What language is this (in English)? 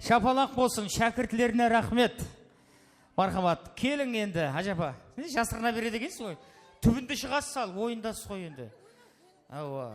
Kara-Kalpak